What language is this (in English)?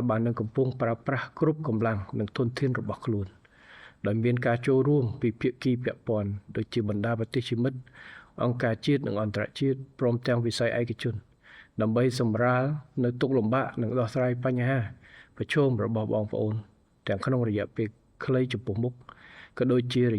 Khmer